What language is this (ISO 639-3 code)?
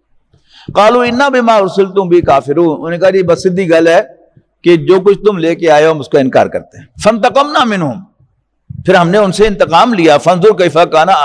urd